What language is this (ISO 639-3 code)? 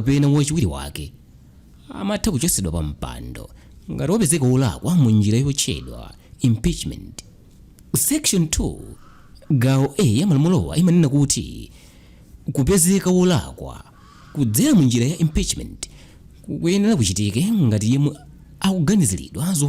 nya